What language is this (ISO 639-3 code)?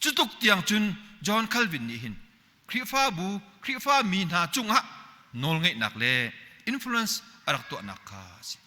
cnh